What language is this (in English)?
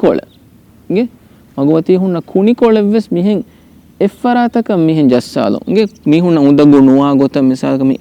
Divehi